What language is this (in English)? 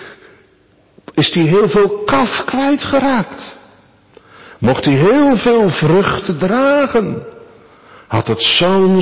Dutch